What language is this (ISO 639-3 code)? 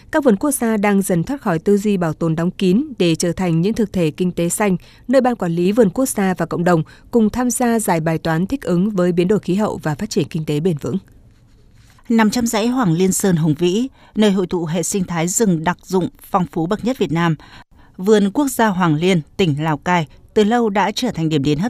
vie